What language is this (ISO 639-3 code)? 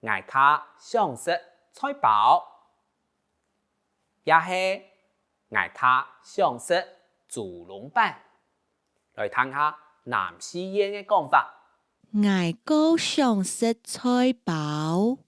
hak